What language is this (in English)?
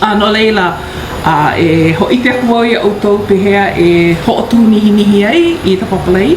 Hawaiian